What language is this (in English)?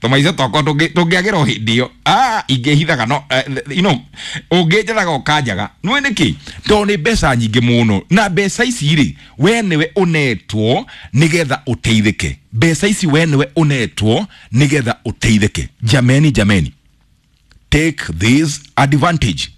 Kikuyu